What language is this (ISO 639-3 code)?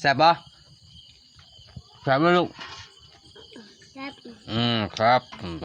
lao